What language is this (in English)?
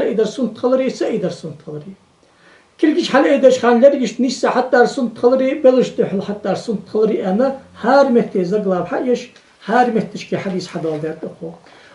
Ingush